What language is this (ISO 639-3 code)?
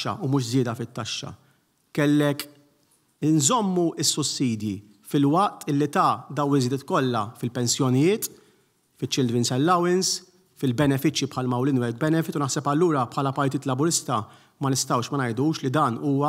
mlt